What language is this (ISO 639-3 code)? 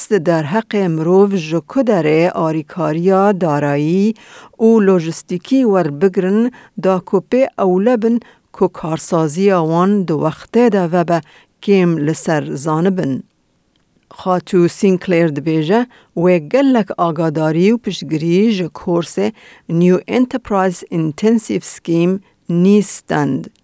kur